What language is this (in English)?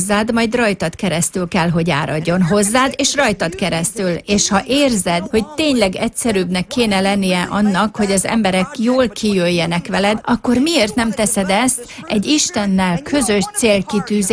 Hungarian